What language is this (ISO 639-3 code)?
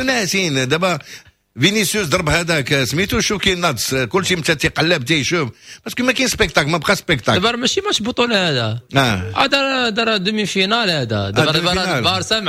ary